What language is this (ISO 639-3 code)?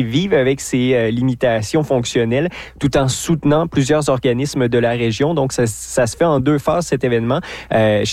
fra